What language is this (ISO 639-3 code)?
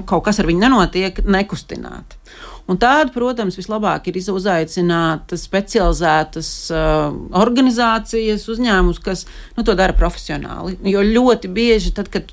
lav